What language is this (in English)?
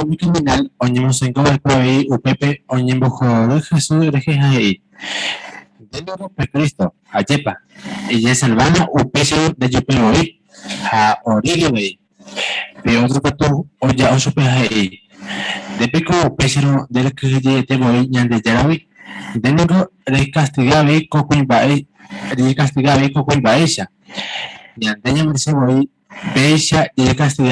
Guarani